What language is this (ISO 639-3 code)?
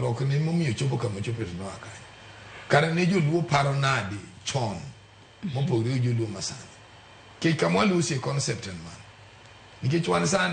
luo